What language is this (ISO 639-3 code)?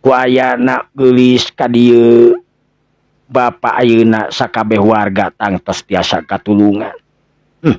sun